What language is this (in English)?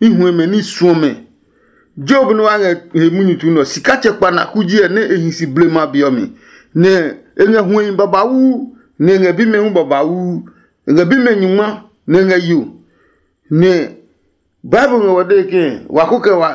Adangme